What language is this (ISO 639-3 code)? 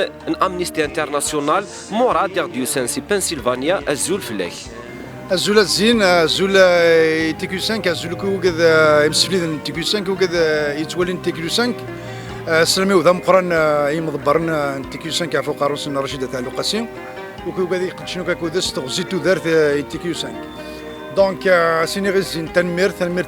kab